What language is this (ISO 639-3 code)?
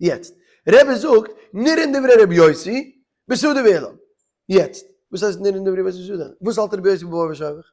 yid